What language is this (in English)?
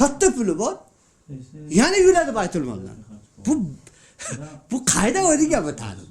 Uzbek